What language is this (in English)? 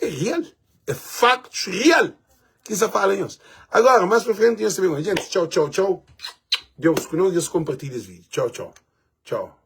Kabuverdianu